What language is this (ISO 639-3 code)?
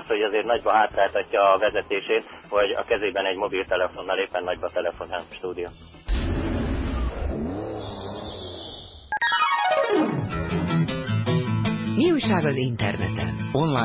hun